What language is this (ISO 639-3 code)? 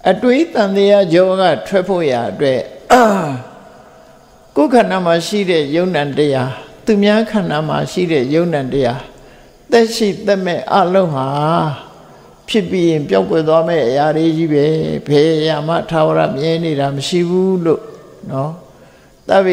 mya